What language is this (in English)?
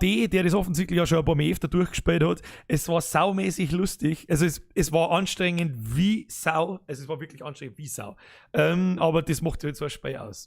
Bavarian